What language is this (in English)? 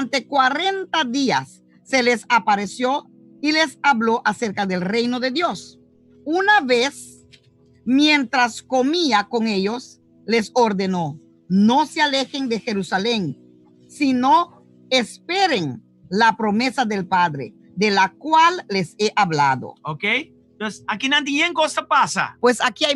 Papiamento